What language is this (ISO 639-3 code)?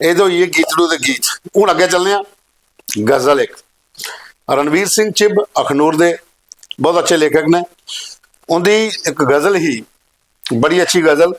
doi